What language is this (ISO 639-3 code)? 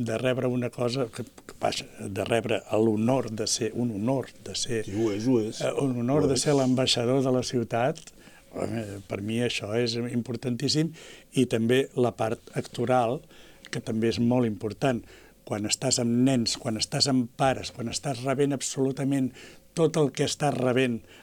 cat